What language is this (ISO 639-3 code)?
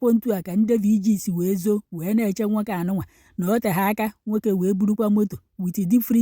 ibo